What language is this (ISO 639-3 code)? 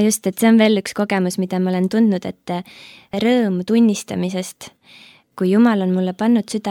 est